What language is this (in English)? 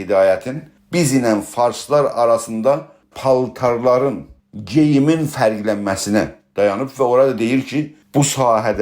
South Azerbaijani